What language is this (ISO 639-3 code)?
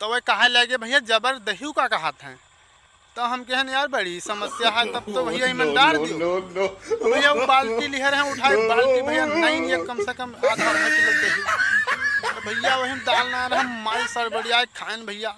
awa